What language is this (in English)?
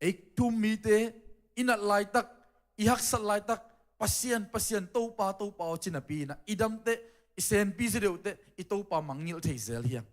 Tedim Chin